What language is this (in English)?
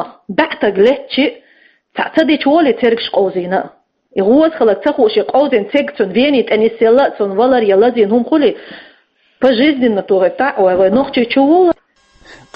Chechen